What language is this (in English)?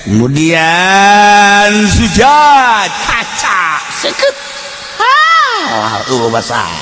Sundanese